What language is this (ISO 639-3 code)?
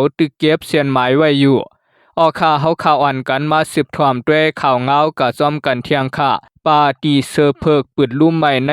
shn